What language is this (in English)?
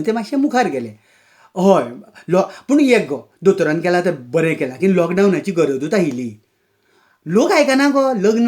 Konkani